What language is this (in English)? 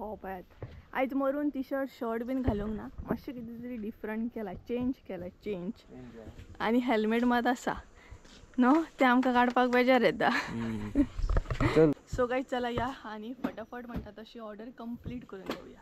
Konkani